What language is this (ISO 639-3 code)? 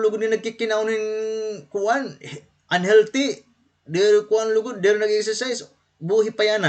war